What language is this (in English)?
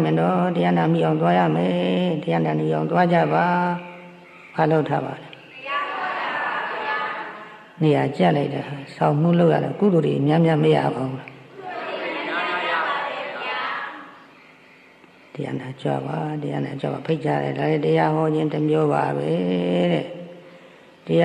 Burmese